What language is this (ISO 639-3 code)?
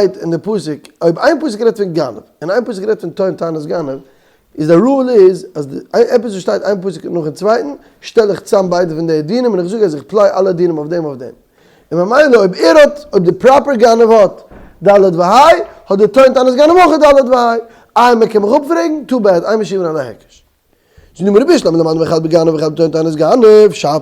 yid